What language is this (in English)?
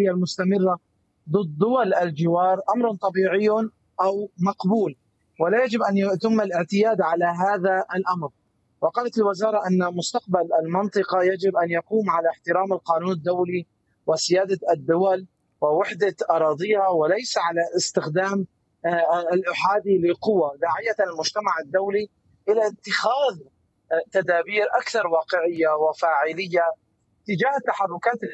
Arabic